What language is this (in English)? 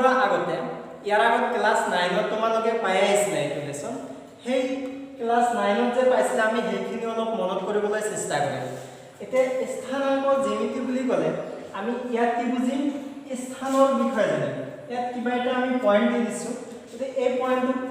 Assamese